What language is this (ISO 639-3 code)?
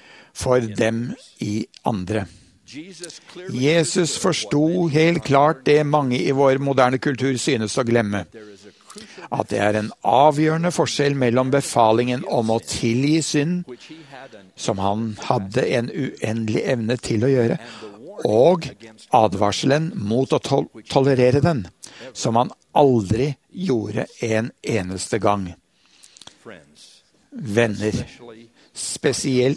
nor